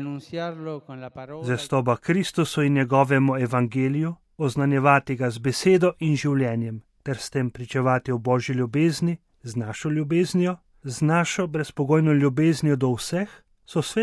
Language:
Slovenian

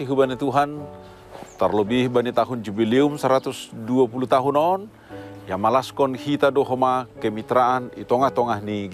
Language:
Batak Simalungun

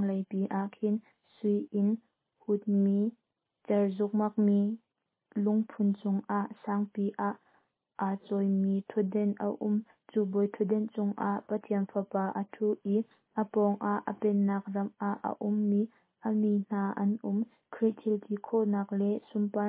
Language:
Hakha Chin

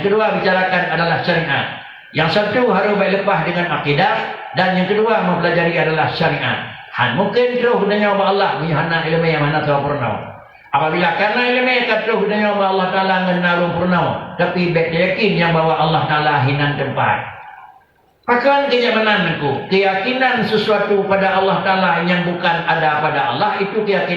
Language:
Achinese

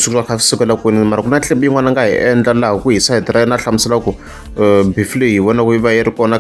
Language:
Tsonga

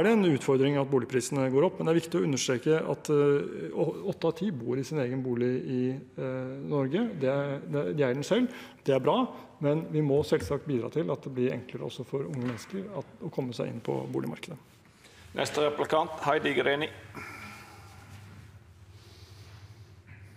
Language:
Norwegian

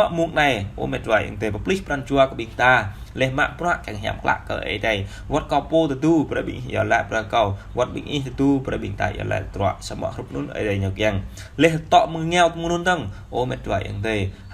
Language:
Jarai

